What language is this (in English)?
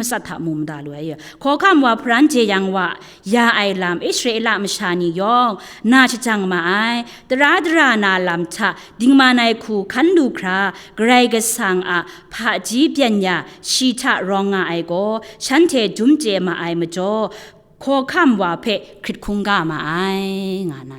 Kachin